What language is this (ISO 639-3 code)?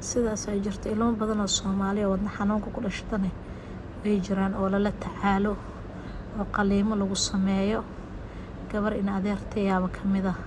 som